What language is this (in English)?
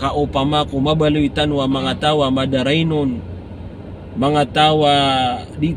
Maranao